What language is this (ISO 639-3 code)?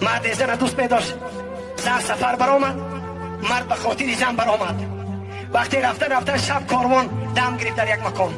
tgk